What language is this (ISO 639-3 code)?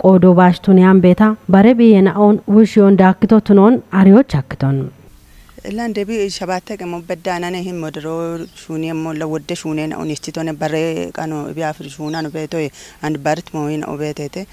kbr